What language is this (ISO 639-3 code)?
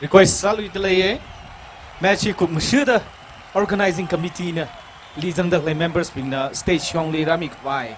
nmf